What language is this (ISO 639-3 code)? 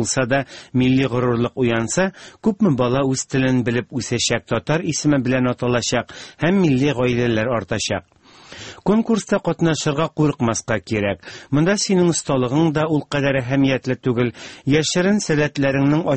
tat